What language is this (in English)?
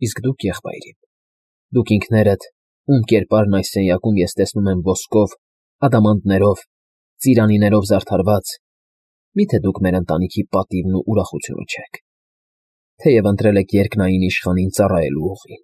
Armenian